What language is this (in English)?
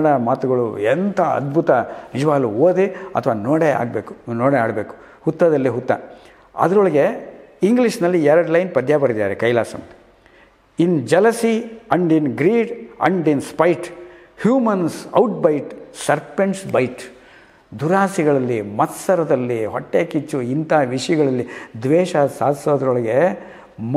Kannada